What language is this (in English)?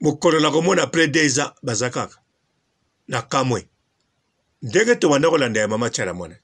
Lingala